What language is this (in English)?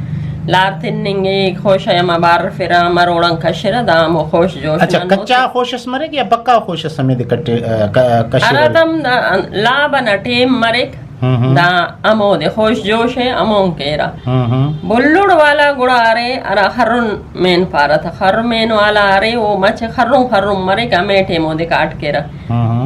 Brahui